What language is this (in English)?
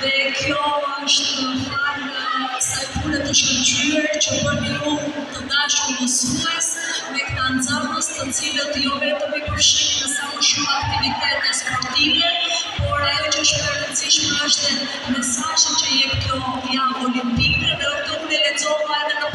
Albanian